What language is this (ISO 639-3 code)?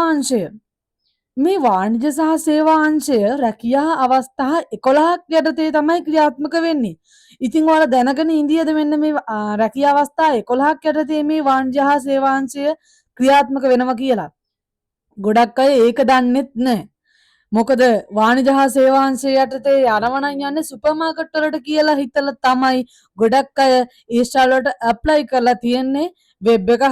sin